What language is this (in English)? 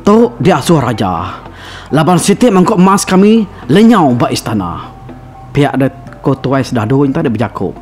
Iban